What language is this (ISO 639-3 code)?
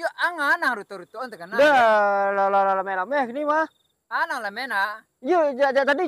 min